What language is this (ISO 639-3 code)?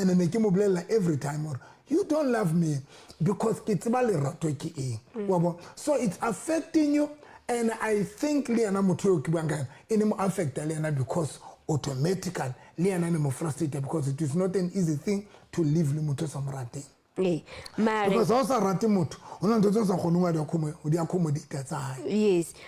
sot